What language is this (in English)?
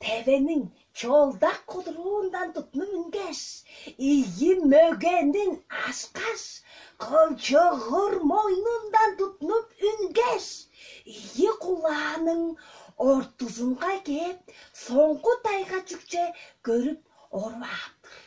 Tuvinian